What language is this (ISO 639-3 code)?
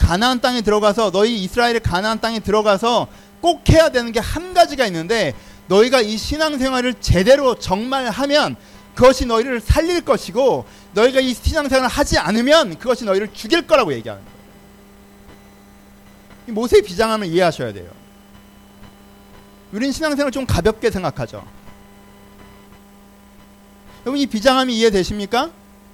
kor